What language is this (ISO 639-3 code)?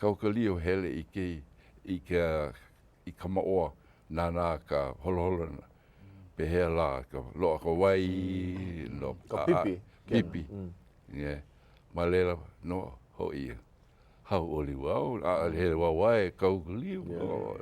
haw